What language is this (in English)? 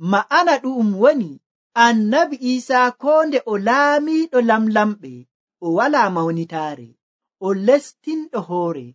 Nigerian Fulfulde